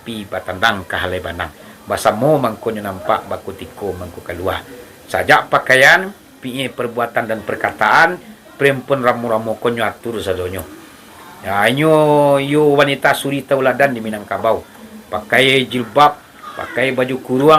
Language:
Minangkabau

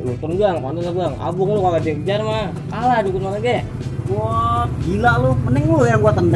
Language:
Betawi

